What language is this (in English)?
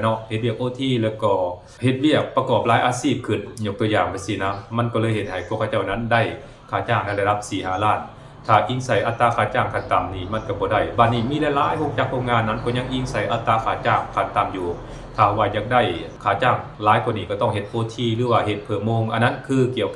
Lao